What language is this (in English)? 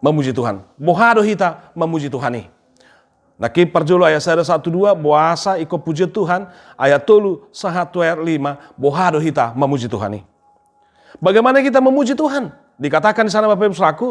Batak Toba